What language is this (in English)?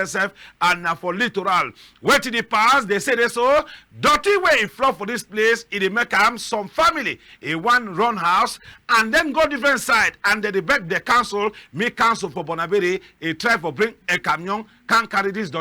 Cameroon Pidgin